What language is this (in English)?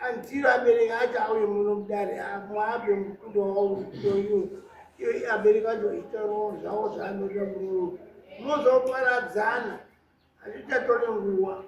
Shona